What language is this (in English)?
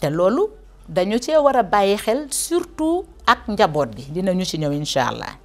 Wolof